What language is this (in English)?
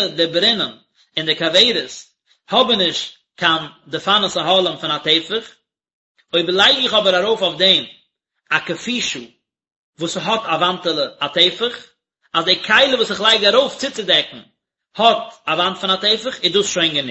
Yiddish